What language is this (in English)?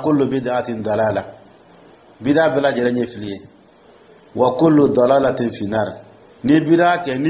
Dyula